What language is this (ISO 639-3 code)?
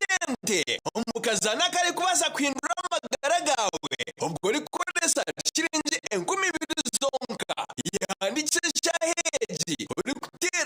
nyn